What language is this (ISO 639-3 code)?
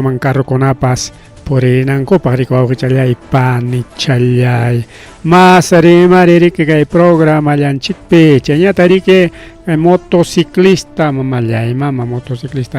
quy